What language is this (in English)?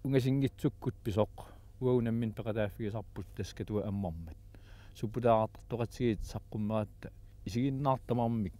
Kalaallisut